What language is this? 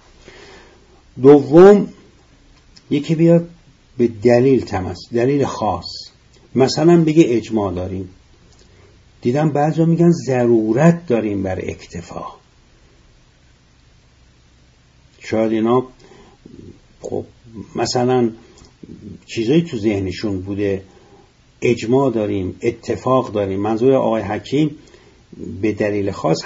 Persian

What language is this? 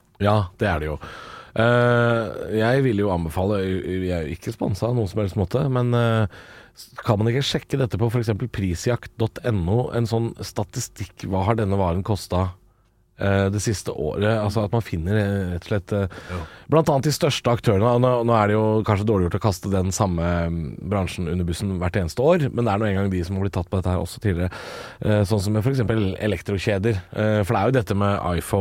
Norwegian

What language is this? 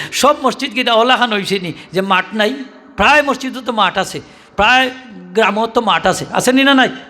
Sylheti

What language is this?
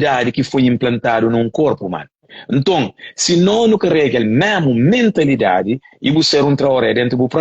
Kabuverdianu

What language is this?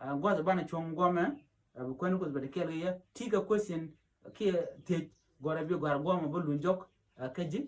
Nuer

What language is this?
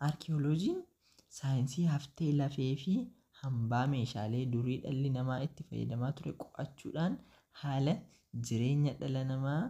Oromo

